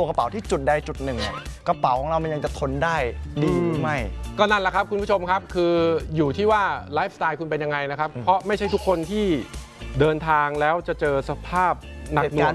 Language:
Thai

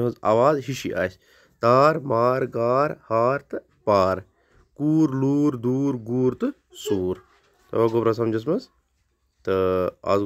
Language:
Kashmiri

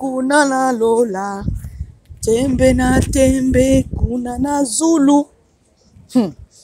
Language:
Lingala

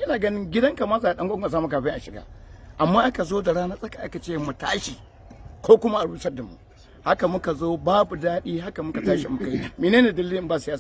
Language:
Hausa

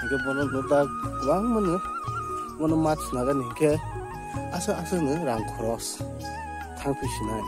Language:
Kok Borok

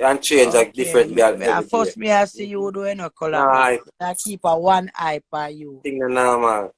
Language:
Jamaican Creole English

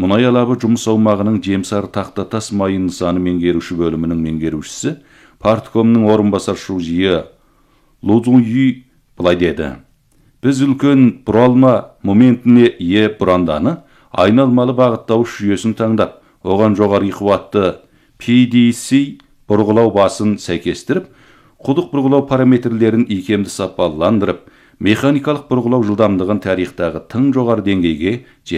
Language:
Kazakh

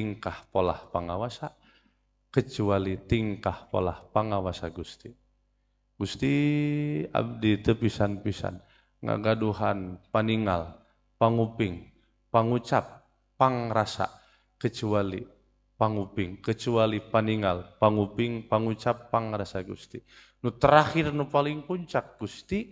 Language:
Sundanese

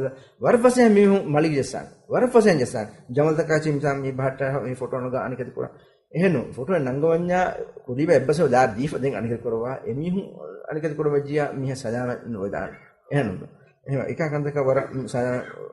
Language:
Divehi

